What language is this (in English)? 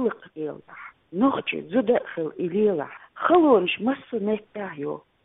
Chechen